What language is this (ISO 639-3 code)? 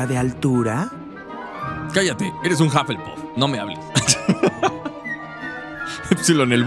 spa